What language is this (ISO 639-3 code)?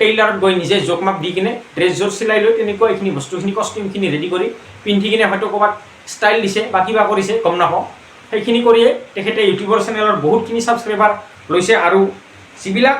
asm